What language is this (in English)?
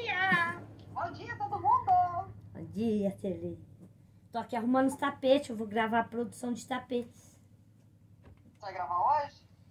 Portuguese